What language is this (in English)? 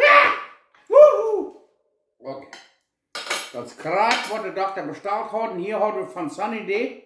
Plautdietsch